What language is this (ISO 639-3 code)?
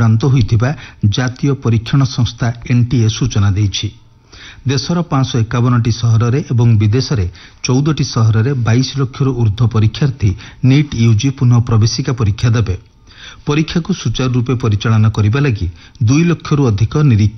ori